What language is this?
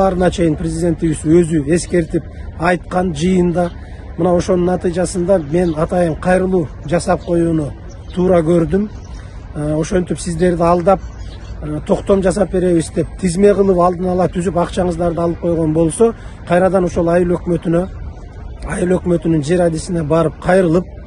Kyrgyz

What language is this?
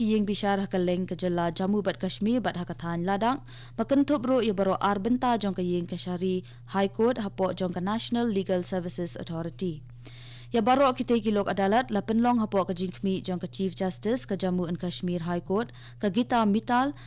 Khasi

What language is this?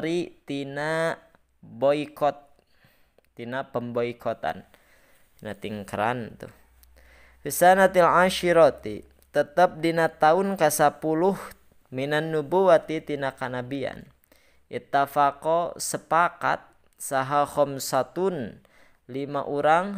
Sundanese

